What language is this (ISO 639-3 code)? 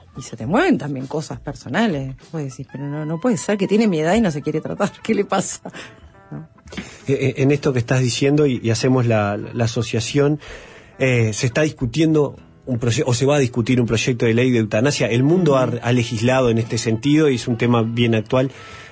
spa